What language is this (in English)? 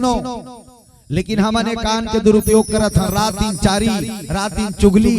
Chhattisgarhi